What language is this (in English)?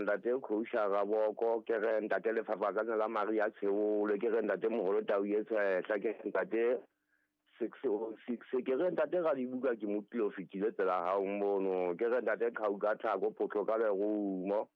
Southern Sotho